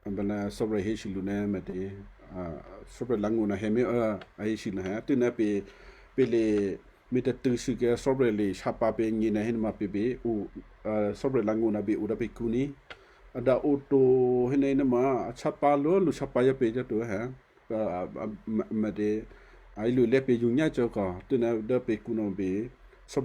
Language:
Western Kayah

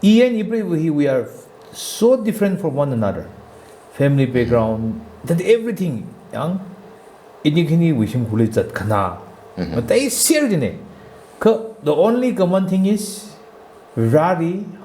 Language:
Tangkhul Naga (India)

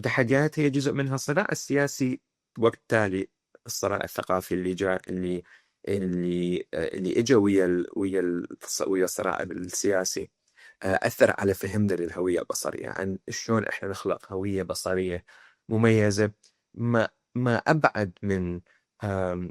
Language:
Mesopotamian Arabic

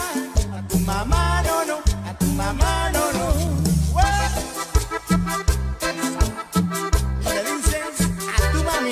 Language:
Spanish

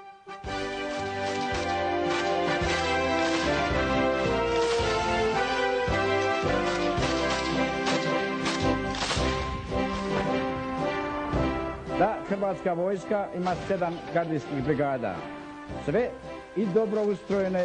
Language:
Croatian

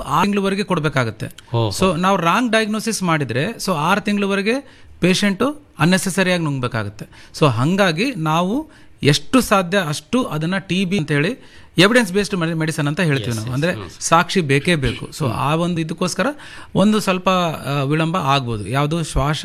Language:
Kannada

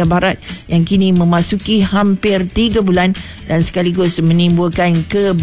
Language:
Malay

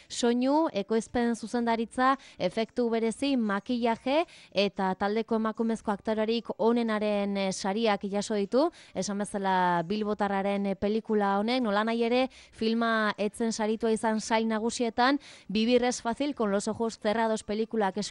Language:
Basque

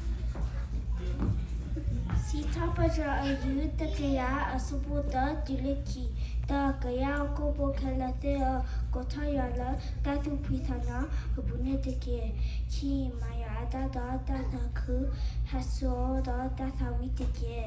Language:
S'gaw Karen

